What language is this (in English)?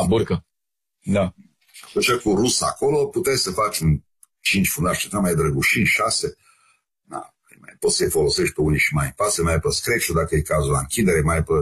Romanian